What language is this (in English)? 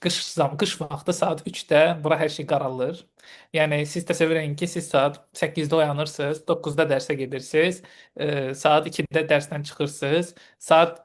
Azerbaijani